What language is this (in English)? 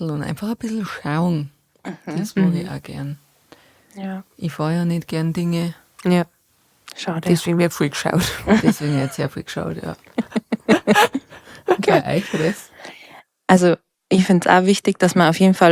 Bavarian